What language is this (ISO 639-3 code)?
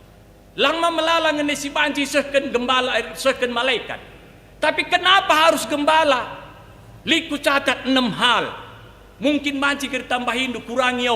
btx